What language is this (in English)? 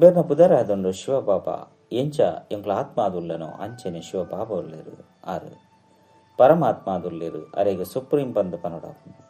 Tulu